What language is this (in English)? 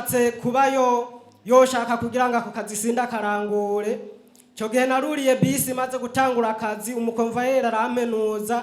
Rundi